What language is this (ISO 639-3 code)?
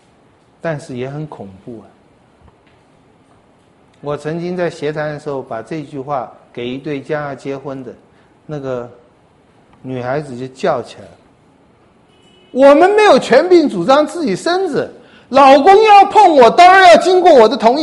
zho